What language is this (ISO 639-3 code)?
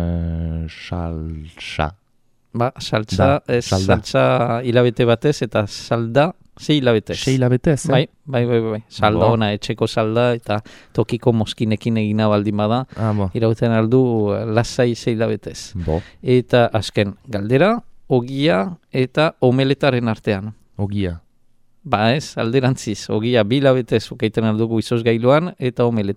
eus